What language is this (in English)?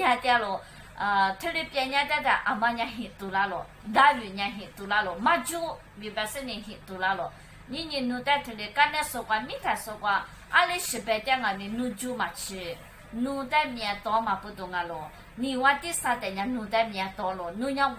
Lisu